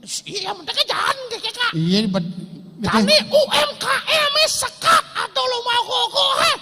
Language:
Balinese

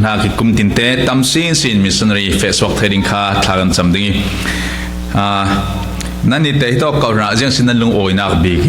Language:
Falam Chin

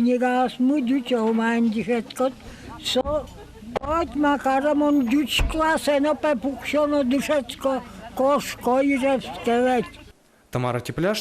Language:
Udmurt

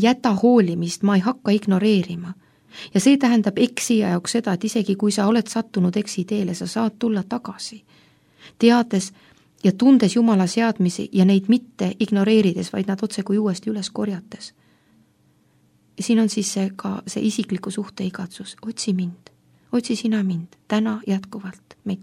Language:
Estonian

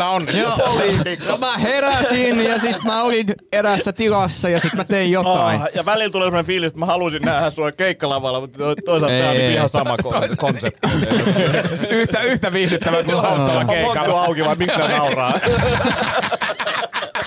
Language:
Finnish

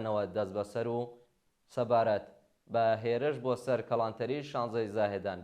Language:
Central Kurdish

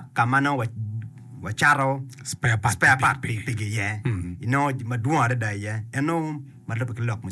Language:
Acoli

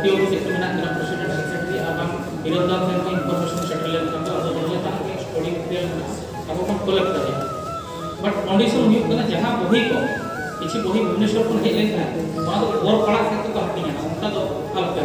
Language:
Santali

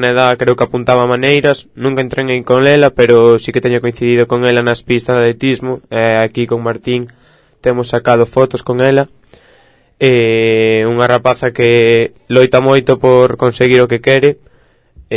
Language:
Galician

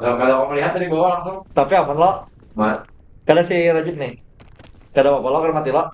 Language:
Banjar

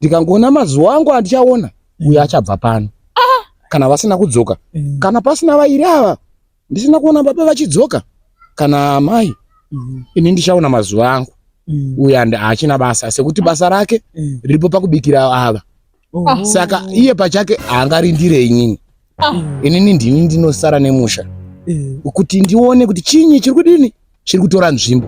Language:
Shona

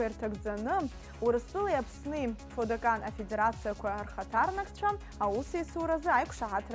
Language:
Abkhazian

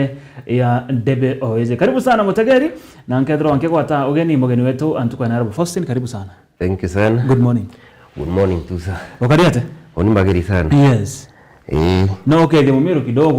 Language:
Meru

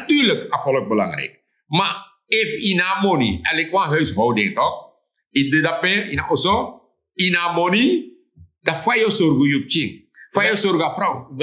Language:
Sranan Tongo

